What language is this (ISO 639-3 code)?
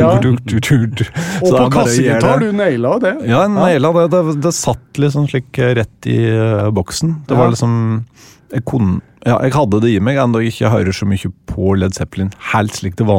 nor